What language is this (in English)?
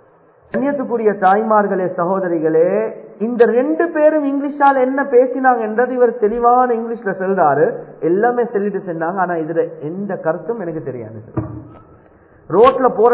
Tamil